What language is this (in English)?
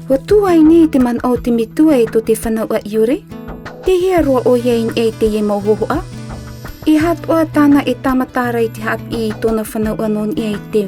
Tahitian